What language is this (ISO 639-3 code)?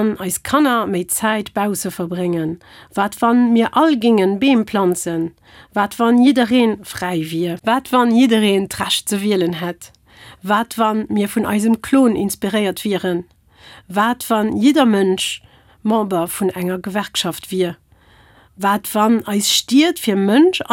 ltz